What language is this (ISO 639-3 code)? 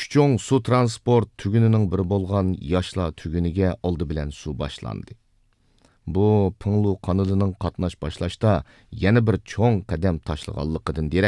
uig